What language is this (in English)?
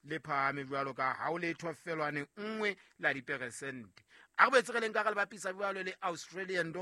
Southern Sotho